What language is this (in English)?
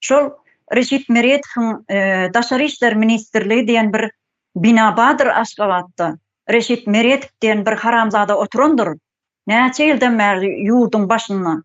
Turkmen